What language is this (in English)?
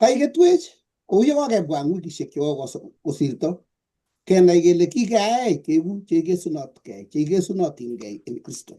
Kalenjin